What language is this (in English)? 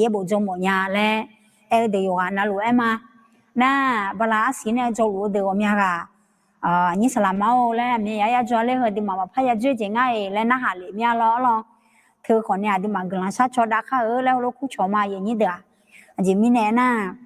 Akha